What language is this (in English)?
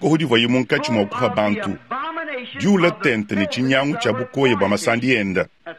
Luba-Lulua